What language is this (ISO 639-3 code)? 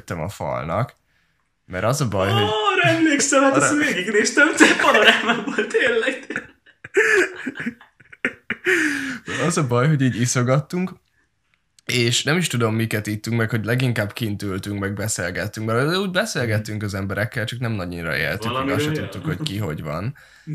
hun